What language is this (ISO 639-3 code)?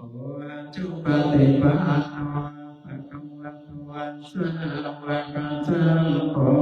pli